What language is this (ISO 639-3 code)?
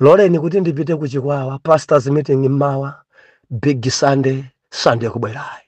nya